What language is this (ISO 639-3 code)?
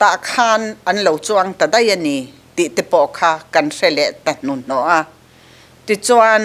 lus